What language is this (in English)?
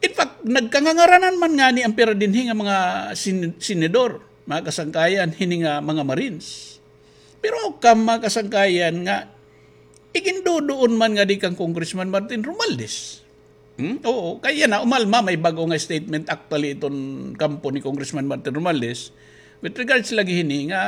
Waray